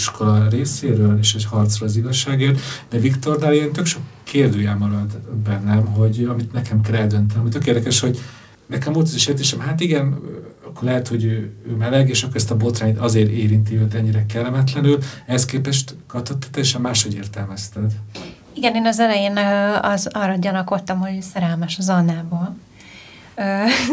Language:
Hungarian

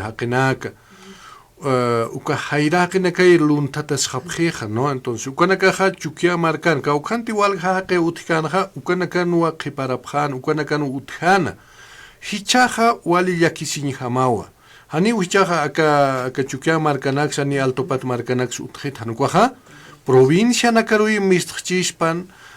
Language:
Aymara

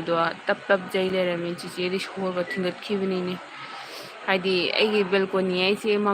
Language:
Manipuri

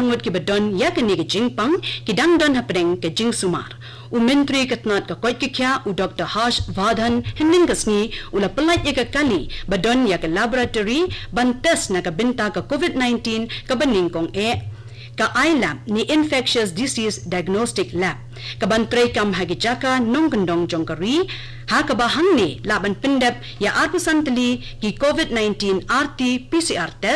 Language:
Khasi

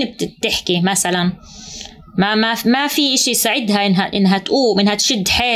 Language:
North Levantine Arabic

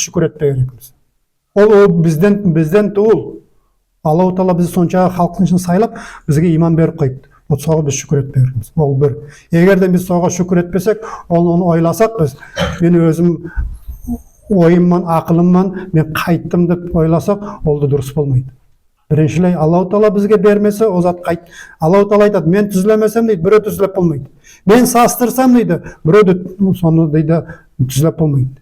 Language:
Nogai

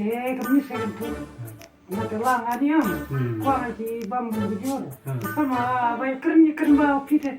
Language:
Khasi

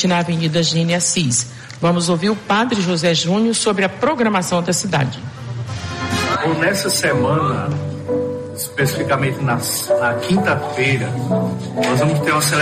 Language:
Portuguese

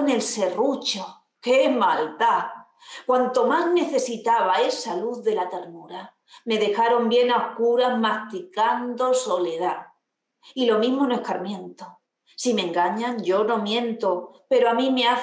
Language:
Spanish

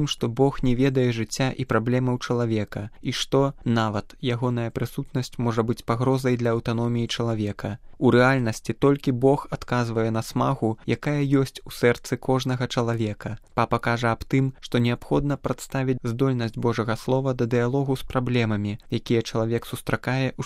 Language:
Belarusian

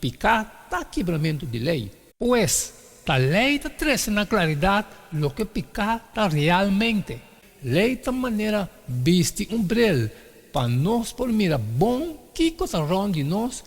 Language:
Papiamento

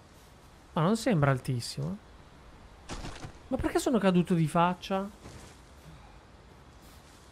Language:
Italian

